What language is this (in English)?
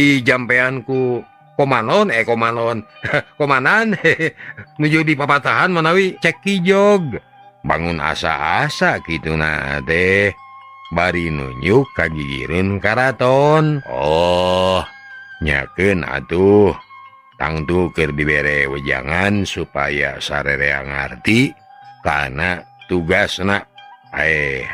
Sundanese